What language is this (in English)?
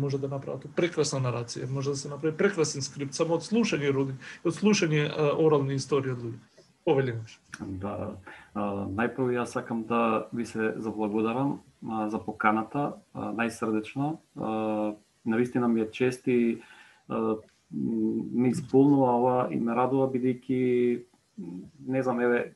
Macedonian